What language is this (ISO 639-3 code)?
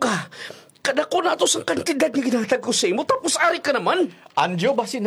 hil